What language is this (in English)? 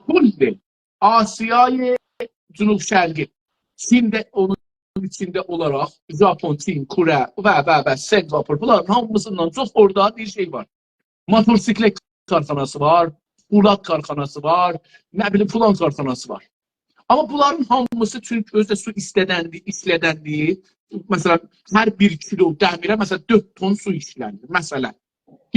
South Azerbaijani